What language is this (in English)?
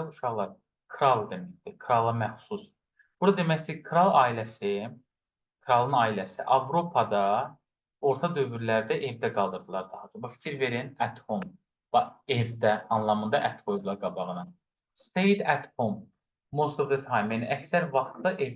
Azerbaijani